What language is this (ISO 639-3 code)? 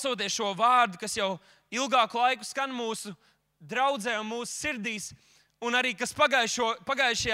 lav